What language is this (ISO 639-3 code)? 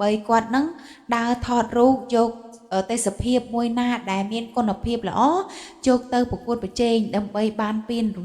khm